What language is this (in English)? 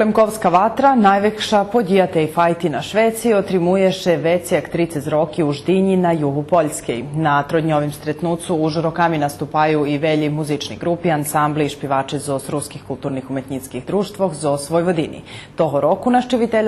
Rusyn